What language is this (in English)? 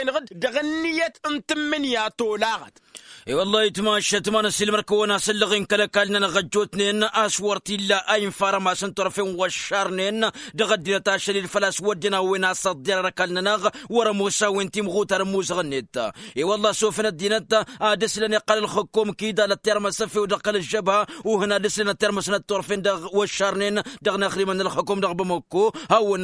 Tamasheq